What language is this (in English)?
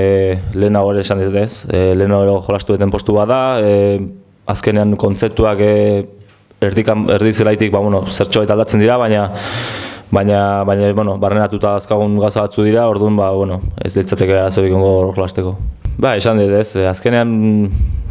Basque